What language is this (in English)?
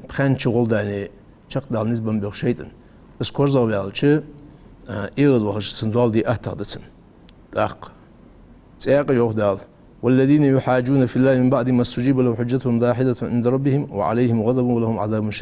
Ingush